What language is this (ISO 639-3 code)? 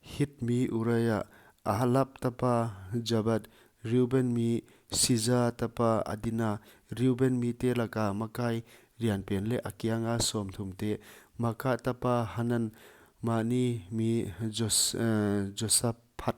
pck